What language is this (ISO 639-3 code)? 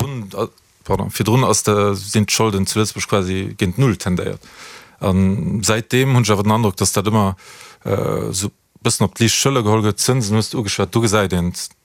ltz